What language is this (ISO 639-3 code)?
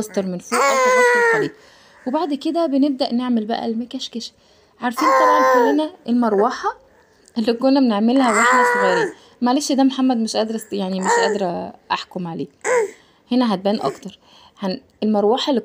arz